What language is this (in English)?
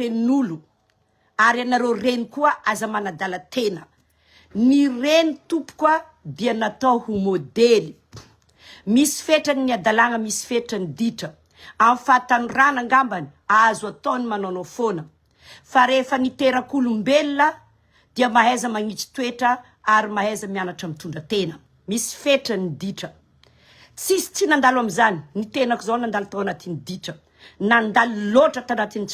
Malagasy